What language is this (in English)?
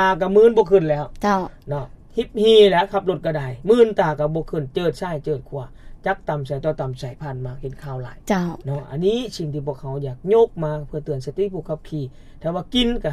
Lao